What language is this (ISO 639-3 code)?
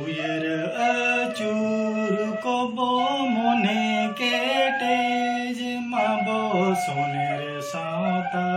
sat